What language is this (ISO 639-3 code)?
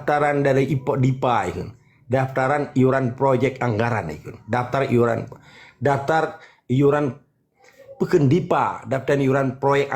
ace